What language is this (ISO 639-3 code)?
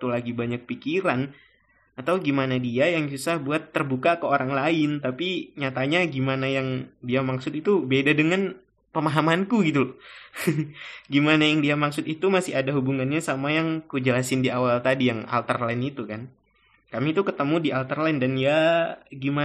ind